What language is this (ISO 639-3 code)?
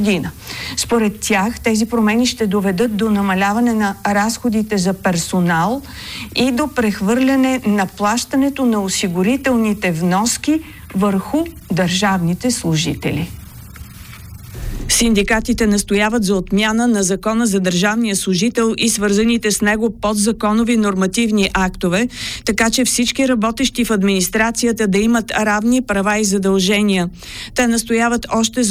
bul